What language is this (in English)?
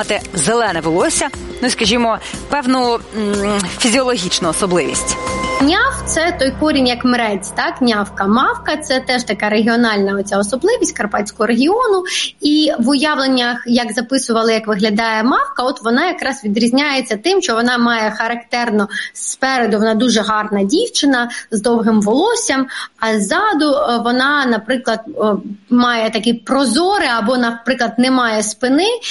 Ukrainian